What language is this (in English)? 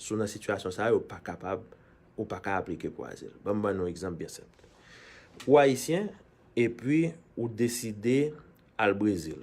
Haitian Creole